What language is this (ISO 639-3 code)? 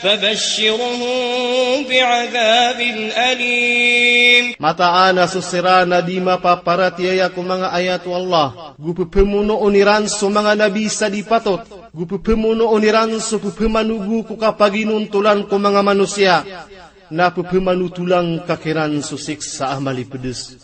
mrw